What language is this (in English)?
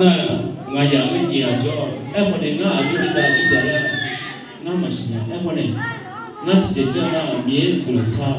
Akha